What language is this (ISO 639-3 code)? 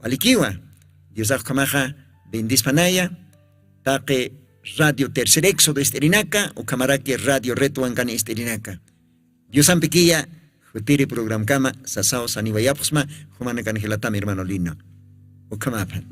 aym